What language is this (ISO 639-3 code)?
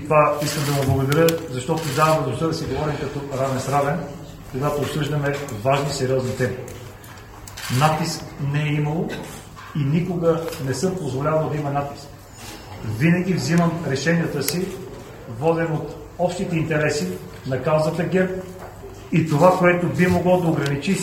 bul